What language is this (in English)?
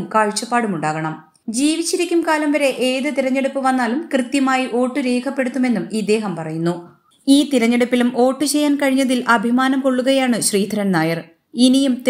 Malayalam